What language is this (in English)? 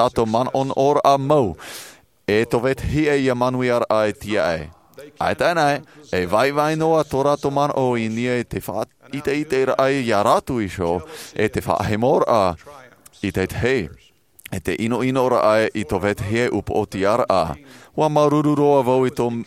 Tahitian